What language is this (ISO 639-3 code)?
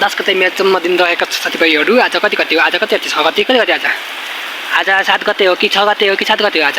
nep